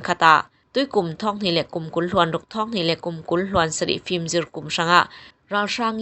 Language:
Falam Chin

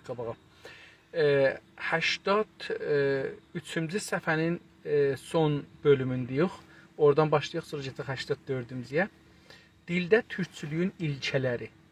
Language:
South Azerbaijani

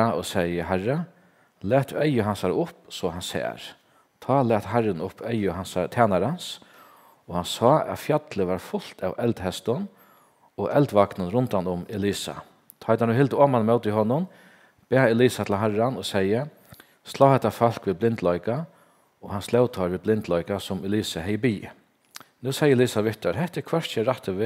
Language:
Faroese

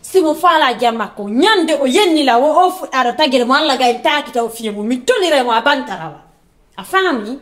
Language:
Fula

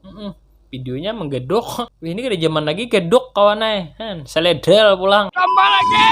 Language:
Banjar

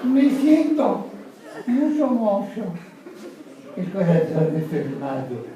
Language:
Sicilian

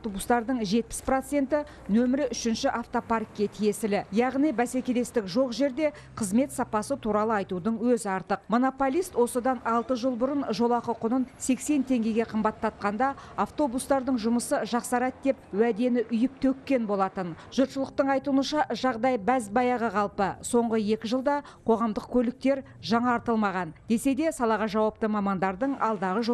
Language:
Kazakh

